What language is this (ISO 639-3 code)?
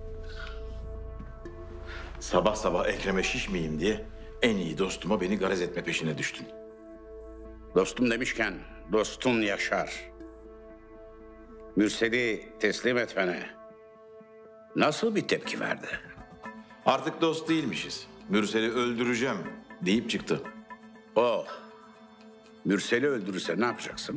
tur